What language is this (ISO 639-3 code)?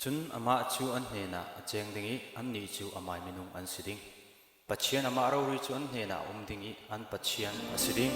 cfm